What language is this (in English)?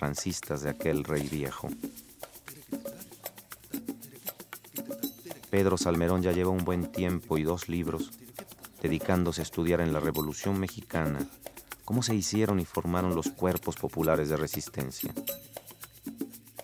Spanish